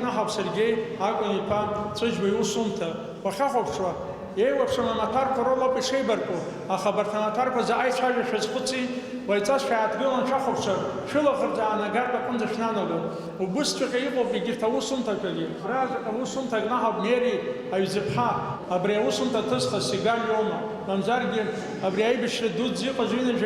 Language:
Abkhazian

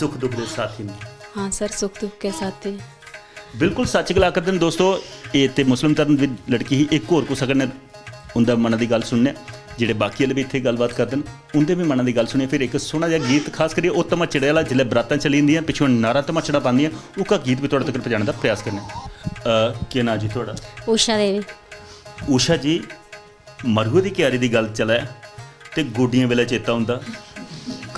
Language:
Dogri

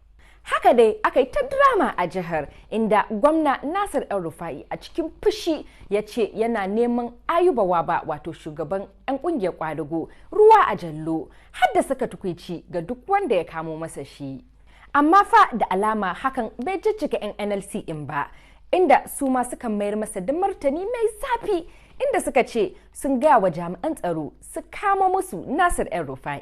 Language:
Hausa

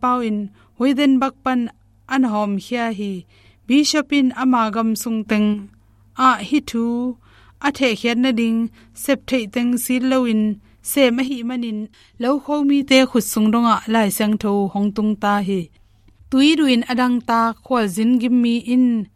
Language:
Tedim Chin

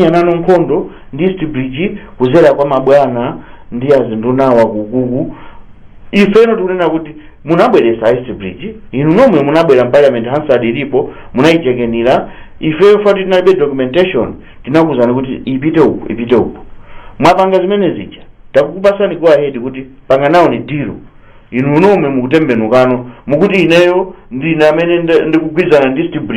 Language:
Nyanja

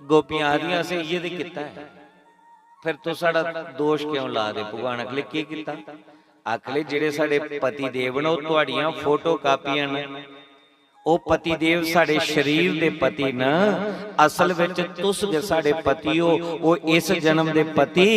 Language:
Dogri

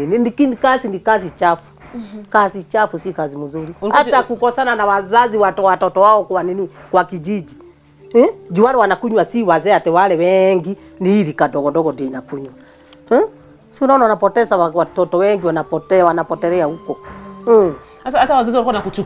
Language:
Swahili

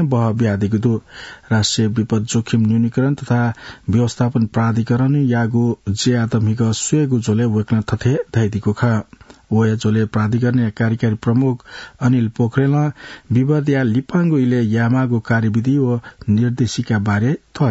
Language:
Newari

